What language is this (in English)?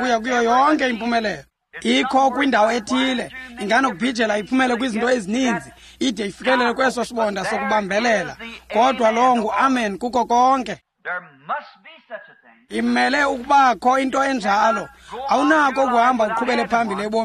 Xhosa